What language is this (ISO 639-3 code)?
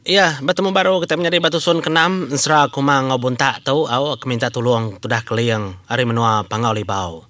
iba